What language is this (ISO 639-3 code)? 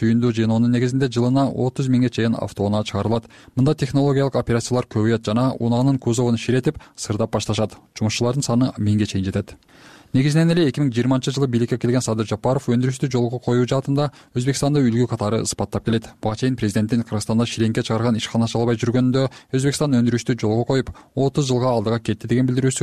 kir